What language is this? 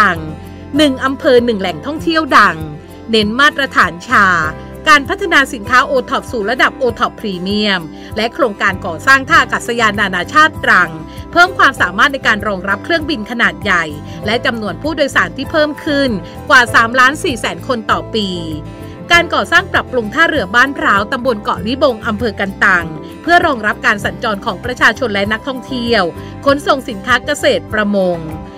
Thai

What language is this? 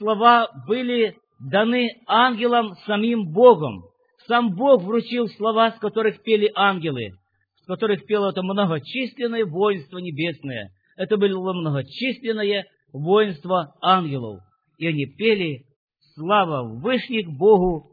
Russian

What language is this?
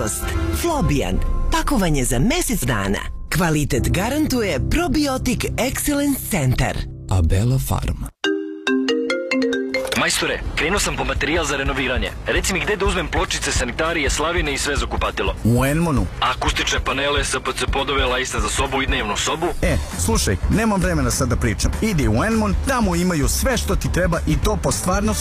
Serbian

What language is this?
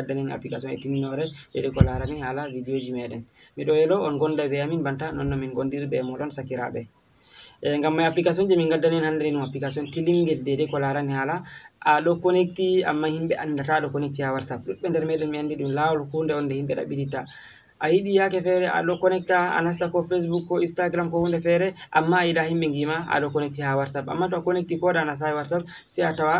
Fula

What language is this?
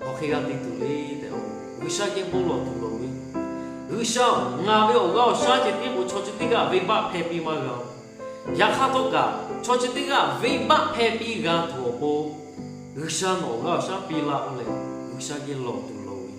Lahu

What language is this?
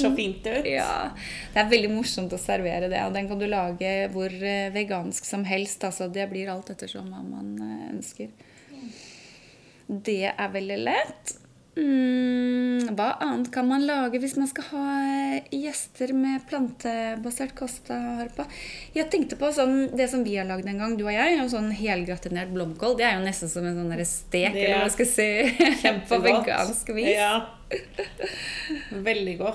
Norwegian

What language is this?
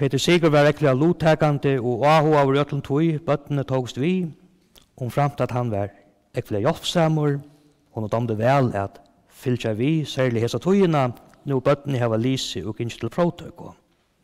Faroese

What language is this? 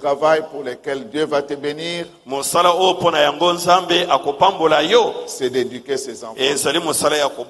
French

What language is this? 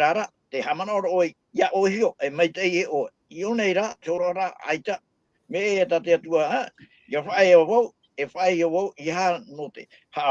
Tahitian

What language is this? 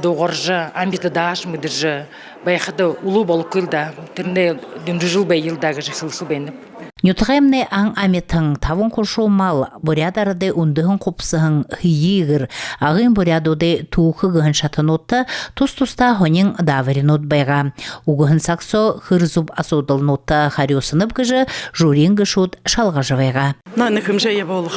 Buriat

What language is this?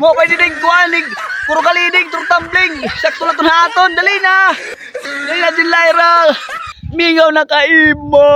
Waray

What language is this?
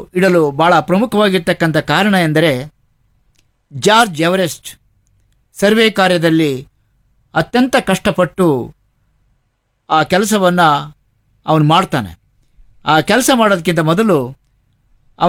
Kannada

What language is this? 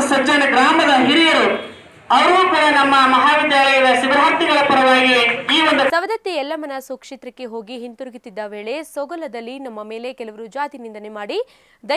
Kannada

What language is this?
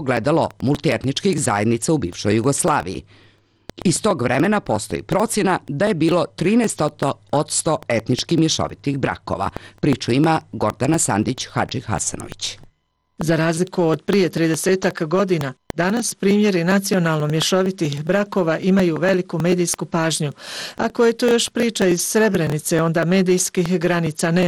Bosnian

